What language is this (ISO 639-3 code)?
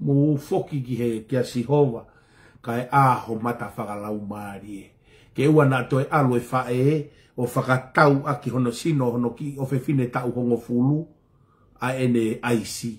ton